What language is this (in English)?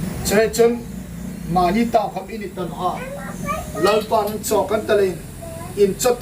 Hmar